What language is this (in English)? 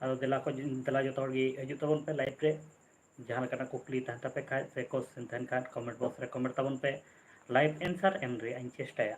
Santali